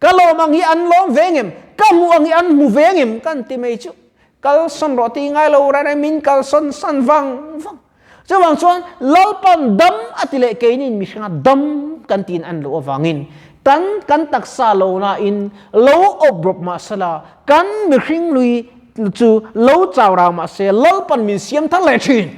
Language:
Mizo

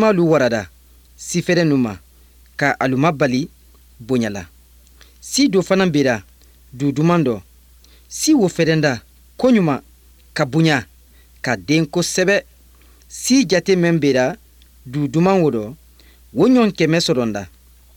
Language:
Bambara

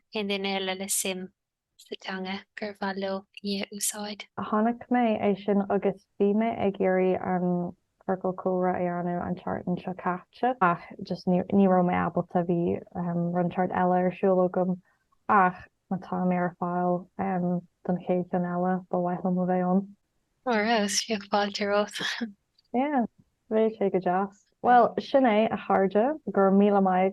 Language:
Irish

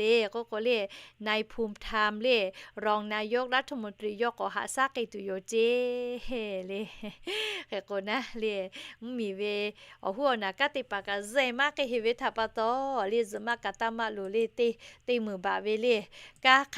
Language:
Lahu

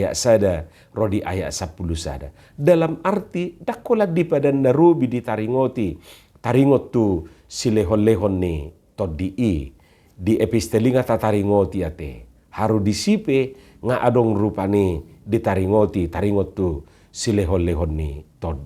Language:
Batak Toba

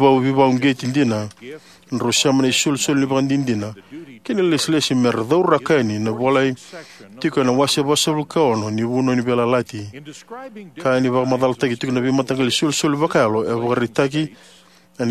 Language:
Fijian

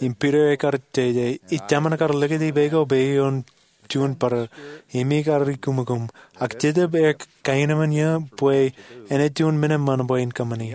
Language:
Marshallese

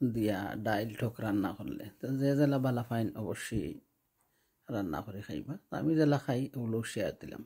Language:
Sylheti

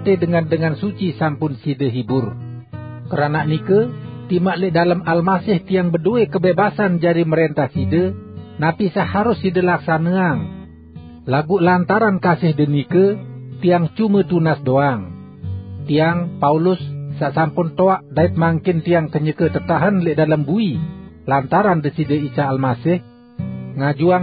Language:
Sasak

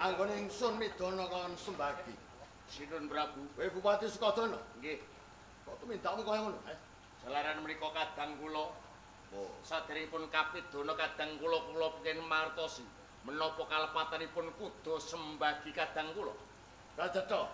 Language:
Javanese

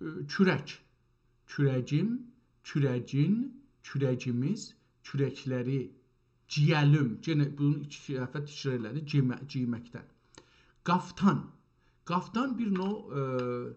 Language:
South Azerbaijani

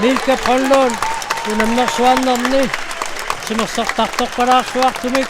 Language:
Kalaallisut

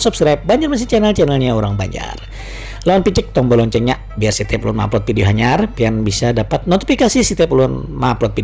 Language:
Banjar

